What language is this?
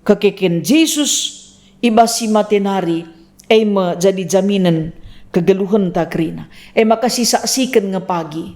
Batak Karo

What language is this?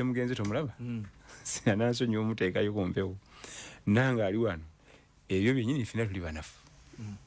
Ganda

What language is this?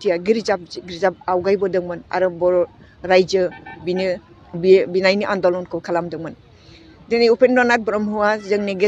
Bodo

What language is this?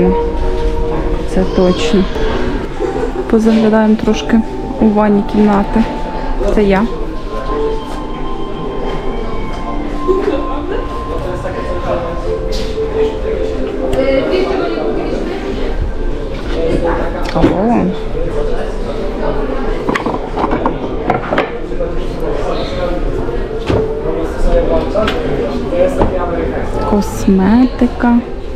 Ukrainian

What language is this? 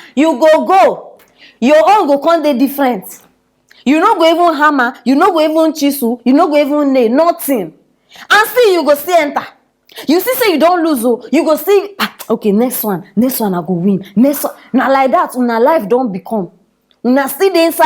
Nigerian Pidgin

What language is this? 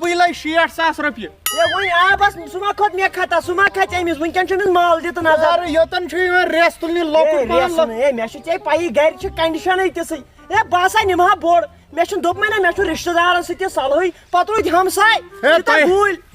Kashmiri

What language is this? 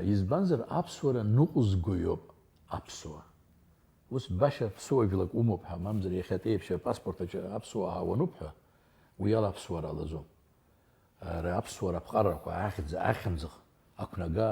Abkhazian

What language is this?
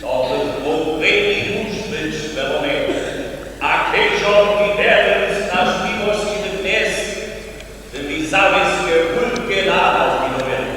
Upper Sorbian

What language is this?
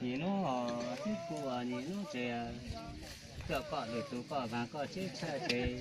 Hmong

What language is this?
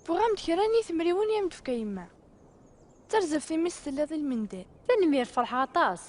Kabyle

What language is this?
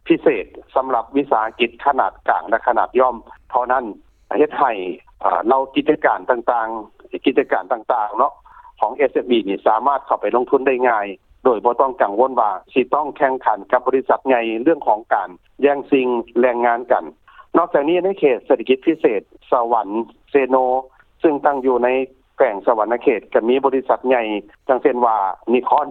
Lao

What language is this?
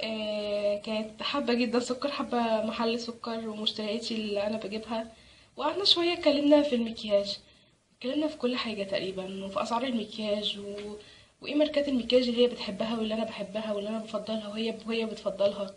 Egyptian Arabic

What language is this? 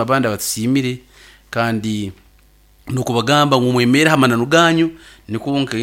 Nyankole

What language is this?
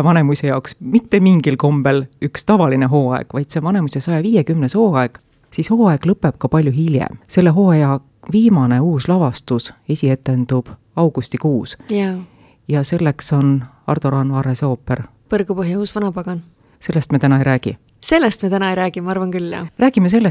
Estonian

